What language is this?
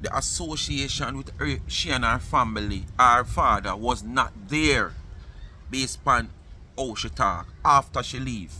Jamaican Creole English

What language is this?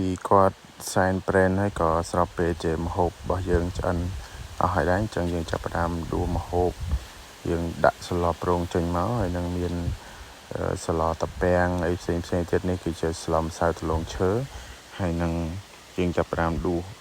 Khmer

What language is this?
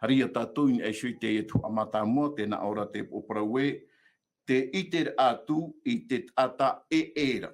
Tahitian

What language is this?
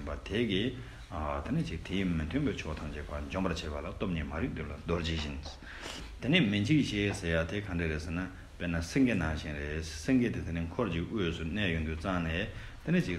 Tibetan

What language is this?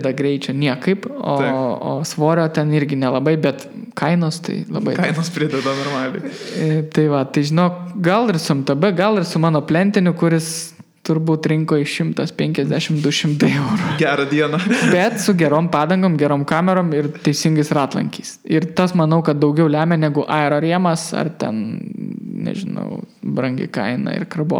Lithuanian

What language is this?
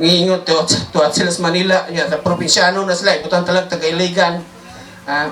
Cebuano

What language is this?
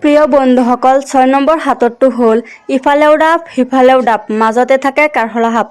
Assamese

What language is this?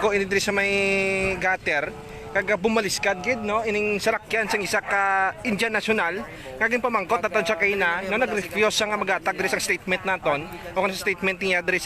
Hiligaynon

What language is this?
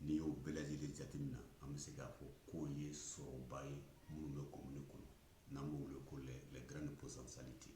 Bambara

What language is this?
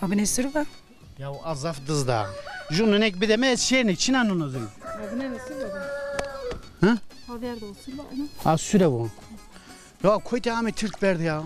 Zaza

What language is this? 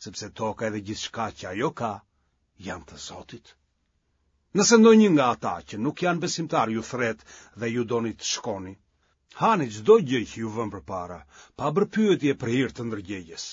Albanian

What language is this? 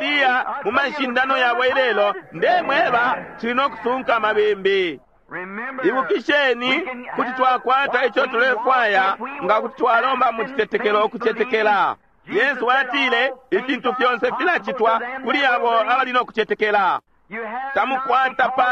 Bemba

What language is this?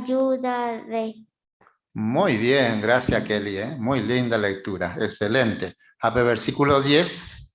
Guarani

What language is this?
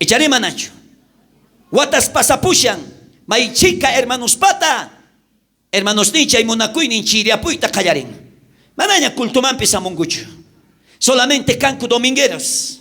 South Bolivian Quechua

